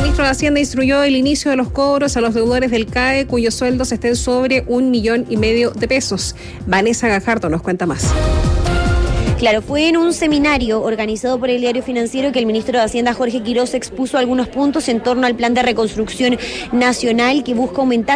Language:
Spanish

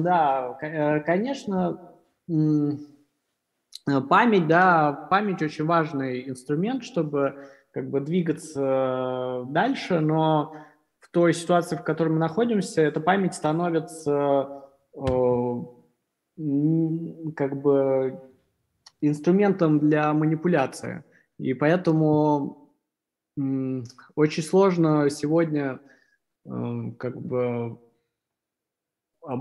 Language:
Russian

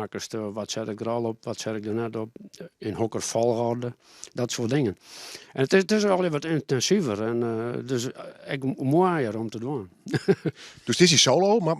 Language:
Western Frisian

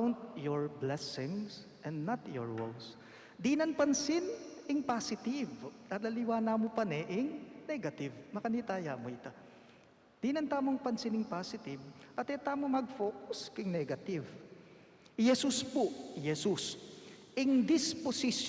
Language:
Pampanga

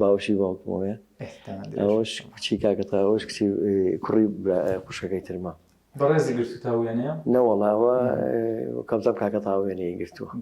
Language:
Central Kurdish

